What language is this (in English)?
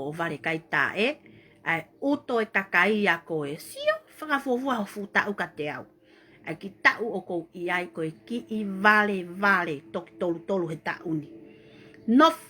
Tongan